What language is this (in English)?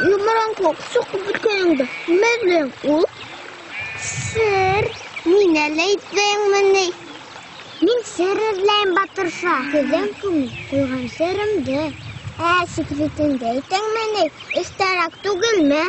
Bashkir